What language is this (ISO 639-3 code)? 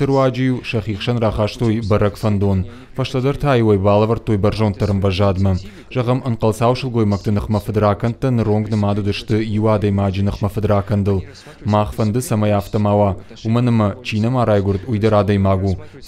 oss